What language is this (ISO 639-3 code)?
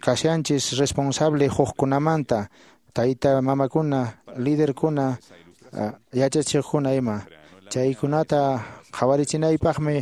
que